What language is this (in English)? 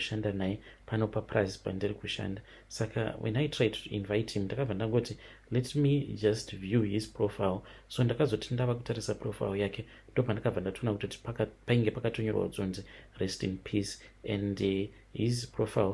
Shona